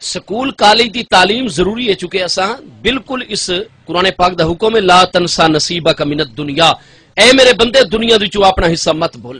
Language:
Saraiki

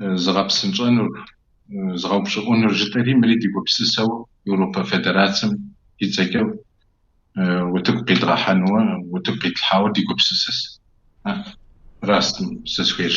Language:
Kabardian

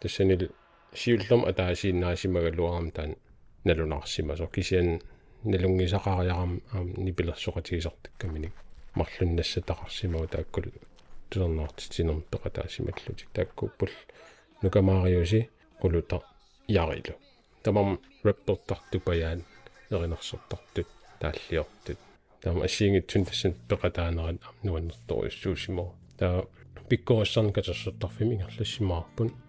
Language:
Kalaallisut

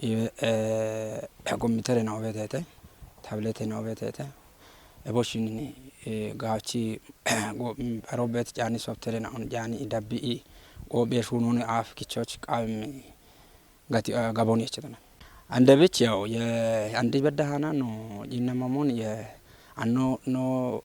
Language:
Kafa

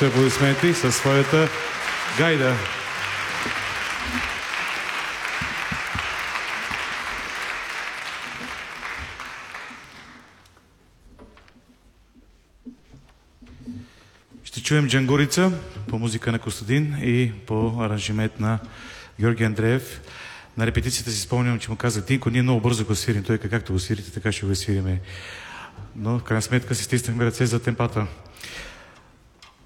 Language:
Bulgarian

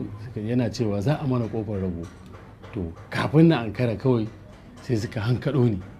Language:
Hausa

